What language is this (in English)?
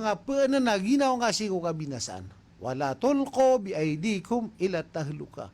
Maranao